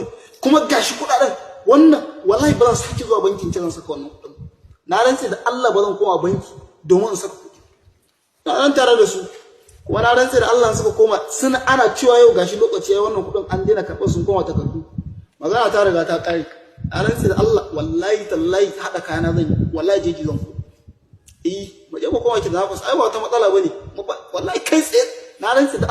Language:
Hausa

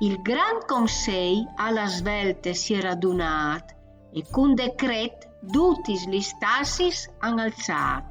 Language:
Friulian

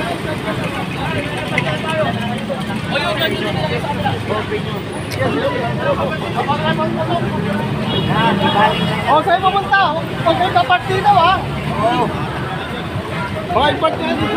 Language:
Filipino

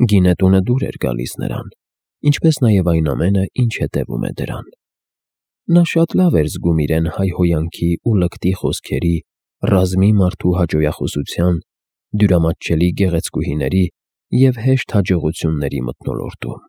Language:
Armenian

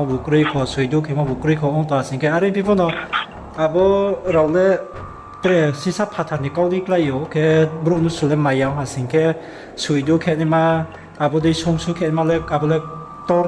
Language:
Riang (India)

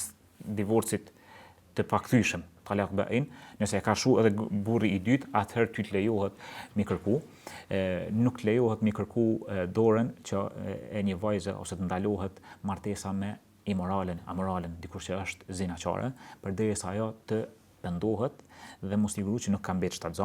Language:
Albanian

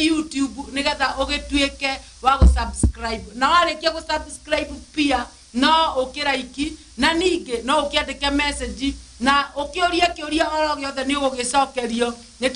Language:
Kikuyu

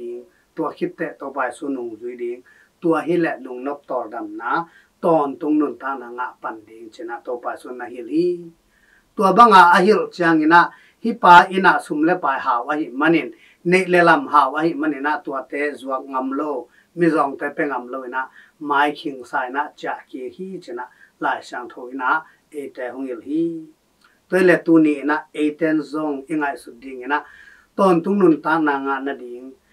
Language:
Tedim Chin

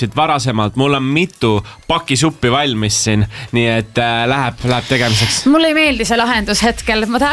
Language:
Estonian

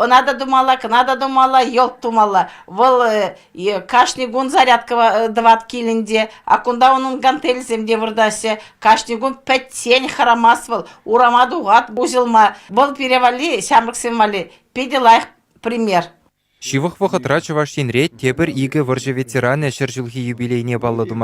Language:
Chuvash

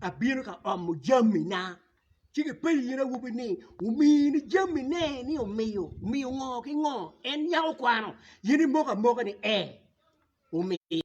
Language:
Acoli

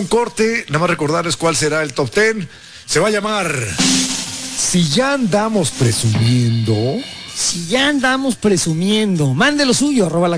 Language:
Spanish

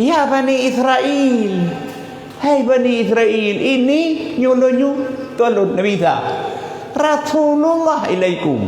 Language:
Achinese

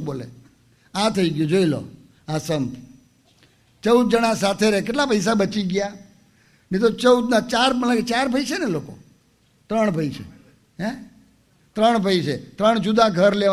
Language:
Gujarati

